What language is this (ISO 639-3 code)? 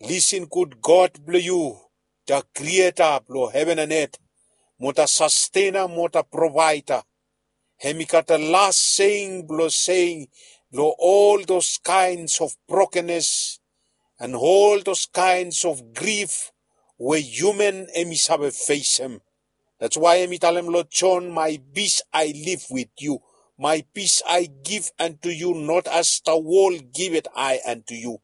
bis